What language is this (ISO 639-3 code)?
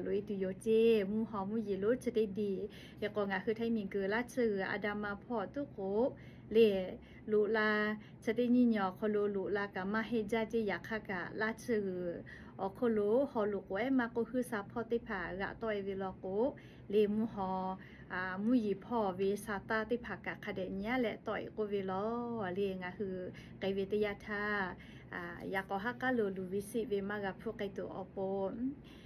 lhu